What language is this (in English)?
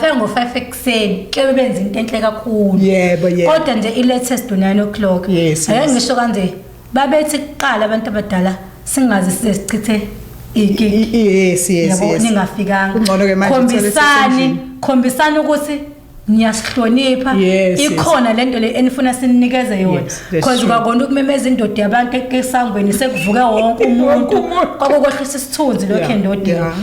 Zulu